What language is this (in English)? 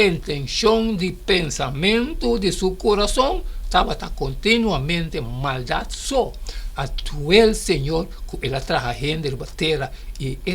Papiamento